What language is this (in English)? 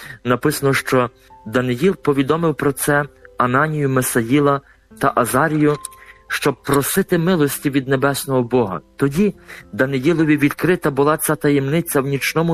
Ukrainian